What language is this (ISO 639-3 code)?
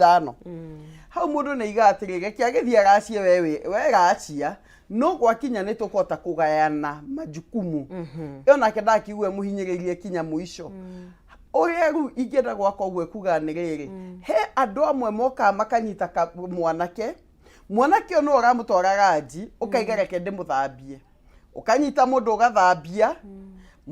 kik